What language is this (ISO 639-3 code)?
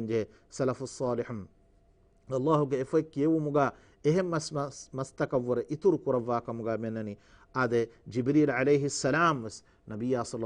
div